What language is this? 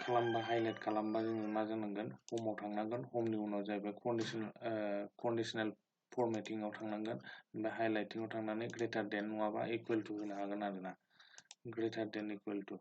Bodo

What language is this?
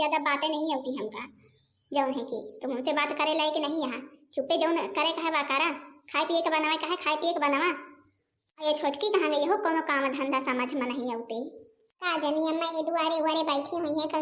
Awadhi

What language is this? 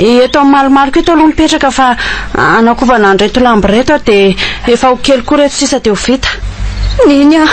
Malagasy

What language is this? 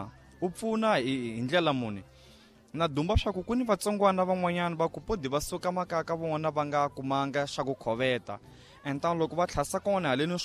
Tsonga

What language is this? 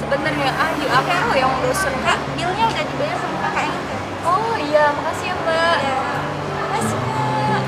Musi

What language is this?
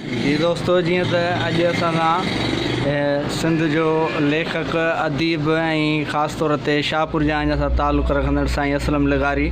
Sindhi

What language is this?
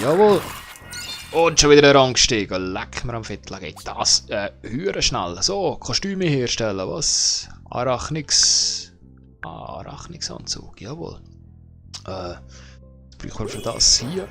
Swiss German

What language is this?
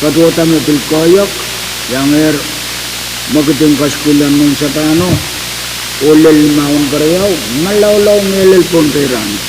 Pohnpeian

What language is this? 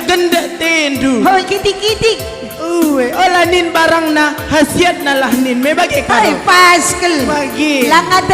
Batak Karo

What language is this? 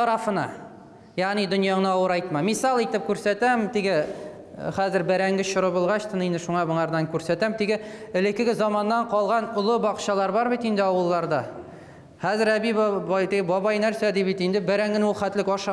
Tatar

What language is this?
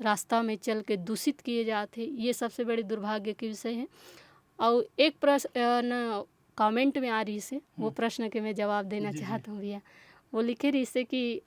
Chhattisgarhi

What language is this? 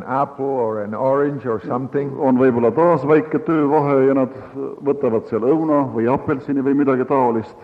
Estonian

